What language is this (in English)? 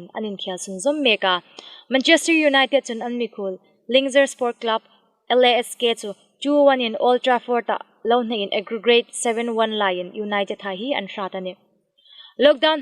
Hmar